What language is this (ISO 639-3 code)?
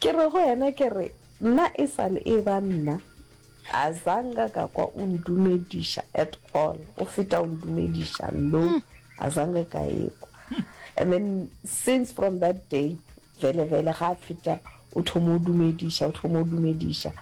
nso